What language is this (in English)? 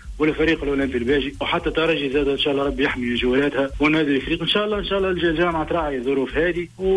Tunisian Arabic